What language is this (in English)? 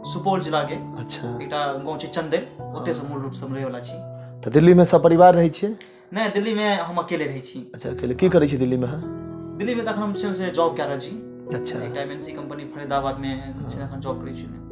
Maithili